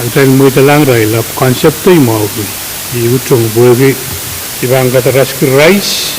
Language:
Pohnpeian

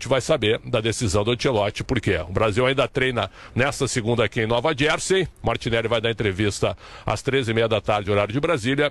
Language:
Portuguese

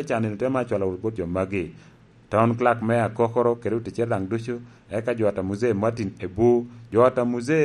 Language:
Lango (Uganda)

